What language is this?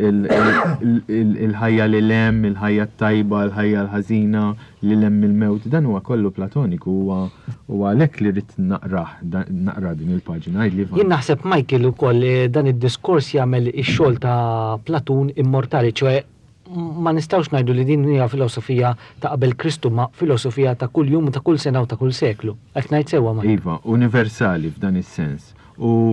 Maltese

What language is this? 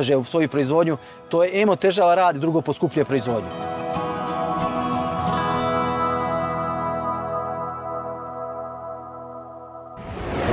Serbian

